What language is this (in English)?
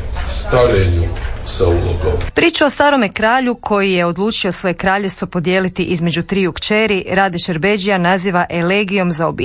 Croatian